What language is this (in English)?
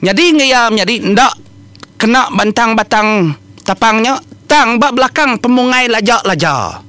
Iban